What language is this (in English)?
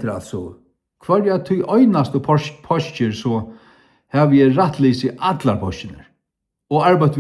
Faroese